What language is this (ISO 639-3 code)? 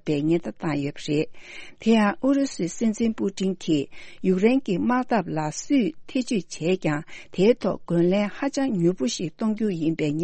bod